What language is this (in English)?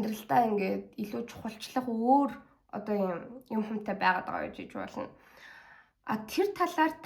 Mongolian